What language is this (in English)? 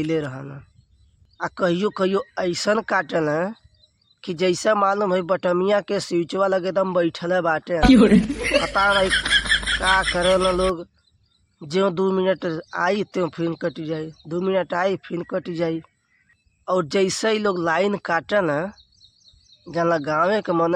Bhojpuri